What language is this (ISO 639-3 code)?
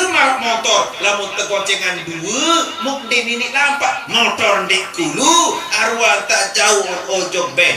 sas